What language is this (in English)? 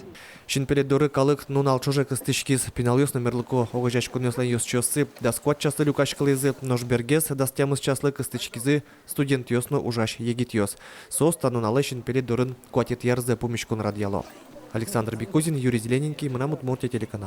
Udmurt